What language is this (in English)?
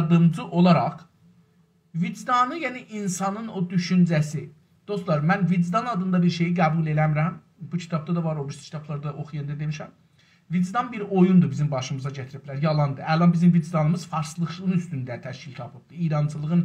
South Azerbaijani